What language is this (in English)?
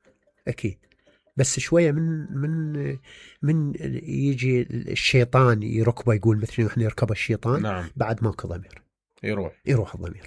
Mesopotamian Arabic